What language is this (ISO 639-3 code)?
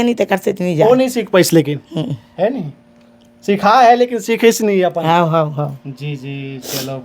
hne